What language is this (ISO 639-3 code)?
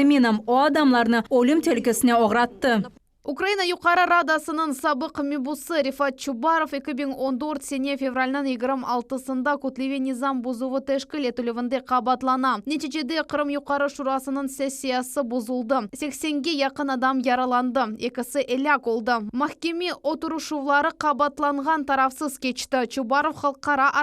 crh